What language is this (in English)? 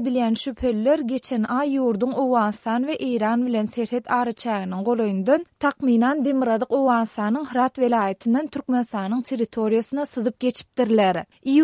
Turkmen